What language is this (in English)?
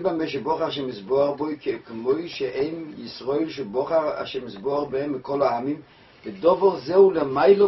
Hebrew